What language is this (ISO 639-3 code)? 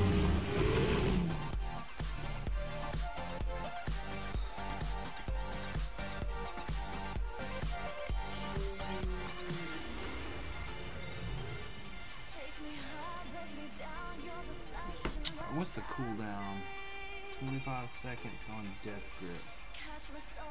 eng